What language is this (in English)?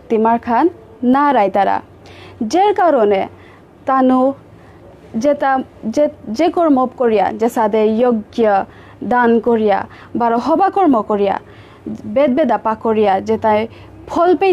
Bishnupriya